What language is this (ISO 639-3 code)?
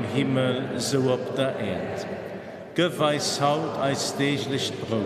ltz